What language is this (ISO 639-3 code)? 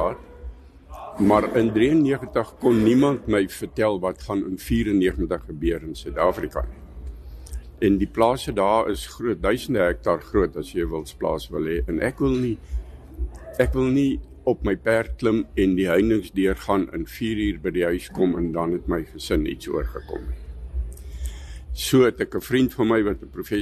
afr